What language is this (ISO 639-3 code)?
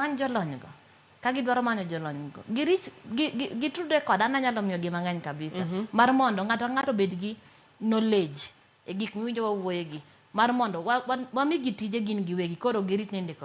luo